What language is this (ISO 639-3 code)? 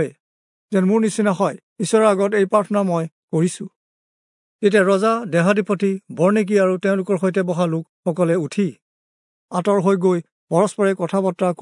asm